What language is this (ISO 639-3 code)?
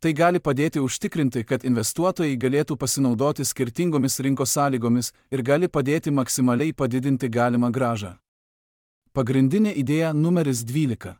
lit